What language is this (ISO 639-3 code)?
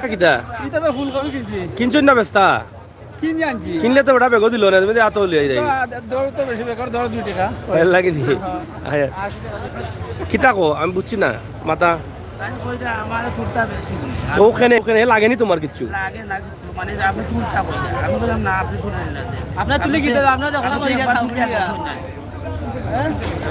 syl